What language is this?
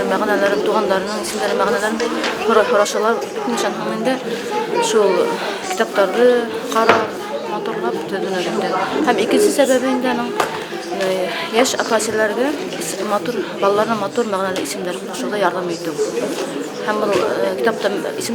Bashkir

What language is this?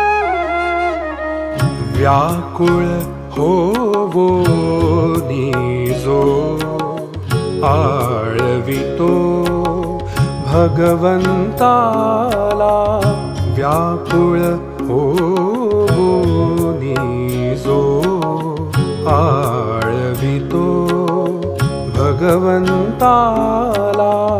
Marathi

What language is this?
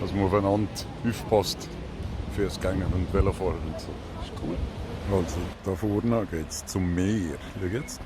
Swiss German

